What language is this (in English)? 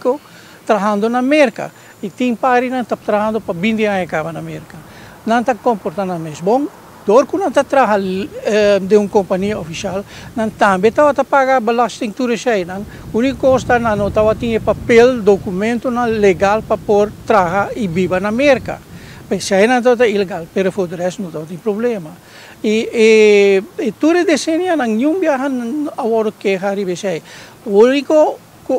Papiamento